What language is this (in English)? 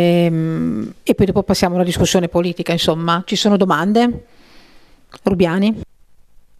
Italian